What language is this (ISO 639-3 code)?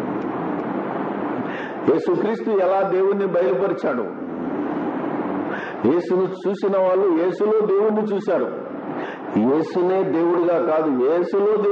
tel